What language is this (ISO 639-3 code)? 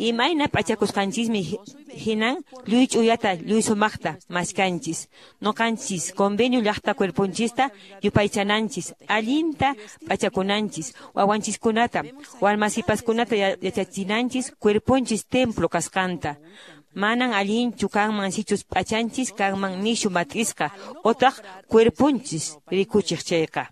que